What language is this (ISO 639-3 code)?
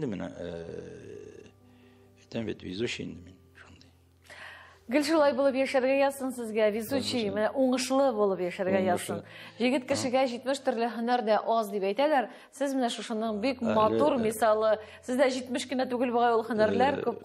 tat